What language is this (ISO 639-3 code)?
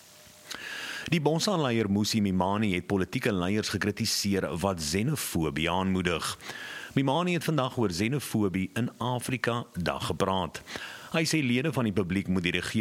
afr